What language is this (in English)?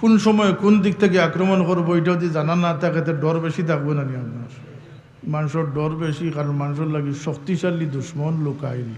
Sylheti